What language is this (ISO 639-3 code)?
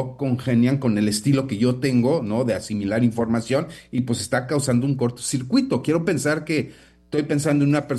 spa